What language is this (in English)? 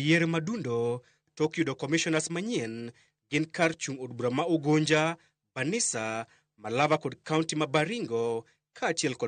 Luo (Kenya and Tanzania)